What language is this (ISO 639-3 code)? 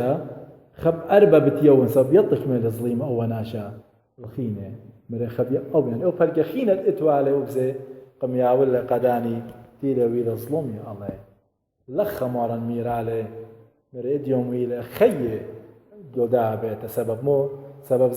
aii